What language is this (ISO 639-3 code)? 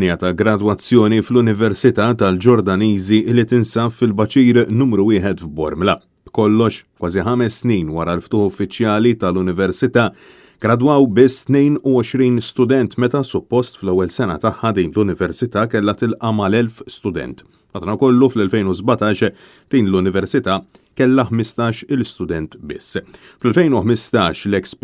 mlt